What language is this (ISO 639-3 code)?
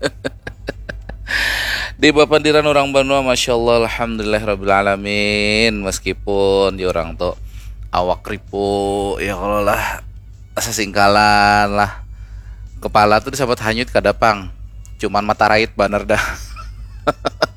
bjn